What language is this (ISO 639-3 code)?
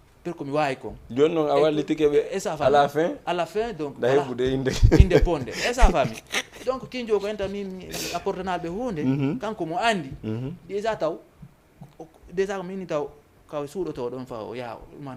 ful